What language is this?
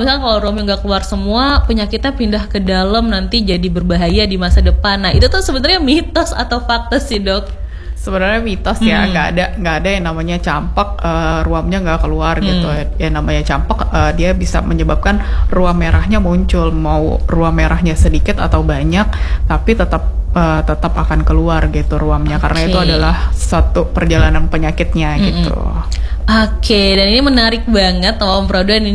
Indonesian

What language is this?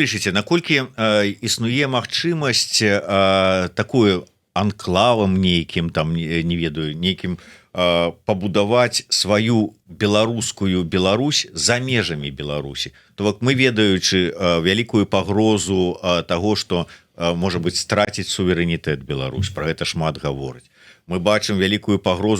Belarusian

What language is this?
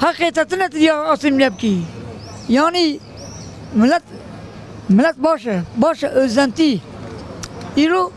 Kurdish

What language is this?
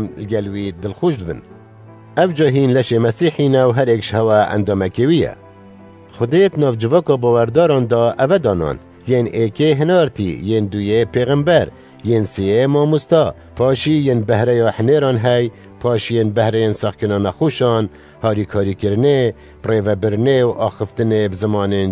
Kurdish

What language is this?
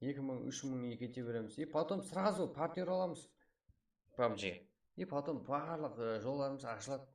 Kara-Kalpak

